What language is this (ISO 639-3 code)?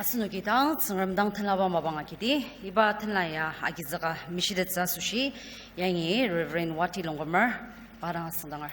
njo